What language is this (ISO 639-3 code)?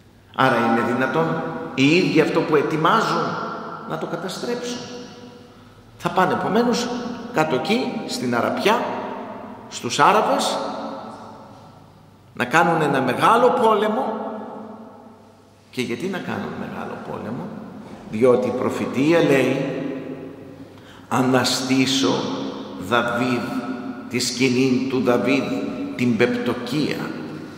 ell